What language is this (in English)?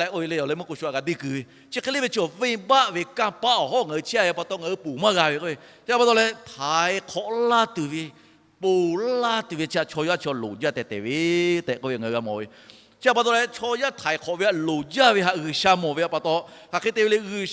Lahu